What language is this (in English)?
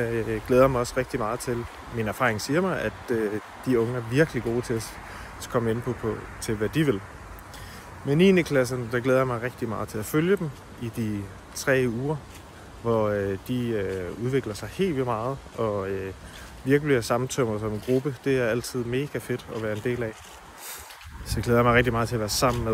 Danish